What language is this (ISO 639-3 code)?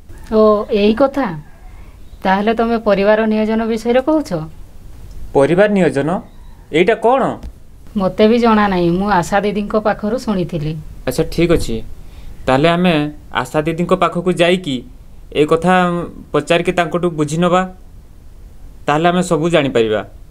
ori